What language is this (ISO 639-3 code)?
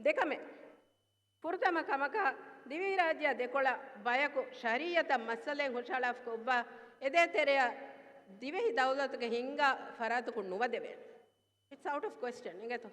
div